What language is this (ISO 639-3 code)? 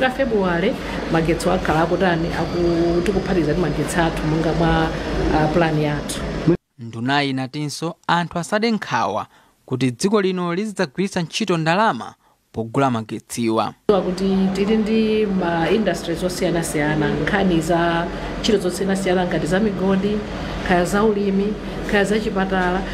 nya